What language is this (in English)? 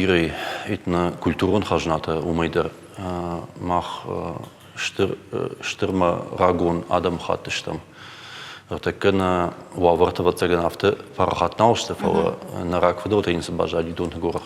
Ossetic